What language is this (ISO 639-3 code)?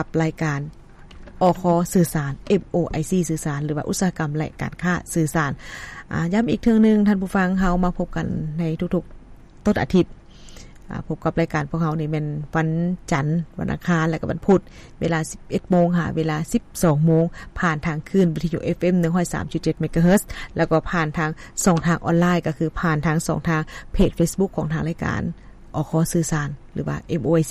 lao